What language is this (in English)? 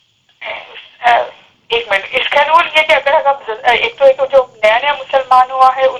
Urdu